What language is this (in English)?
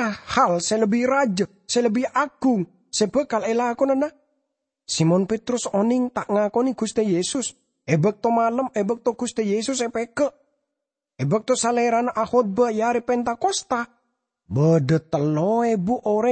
Madurese